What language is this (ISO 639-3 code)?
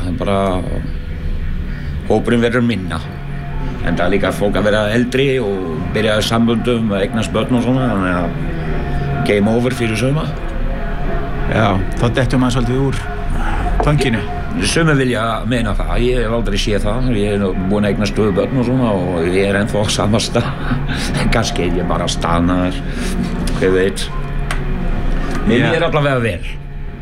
isl